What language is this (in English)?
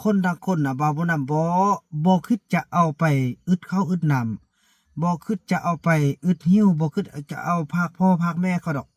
Lao